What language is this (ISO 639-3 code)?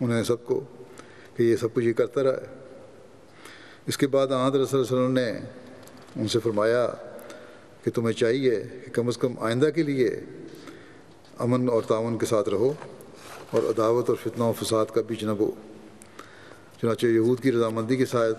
urd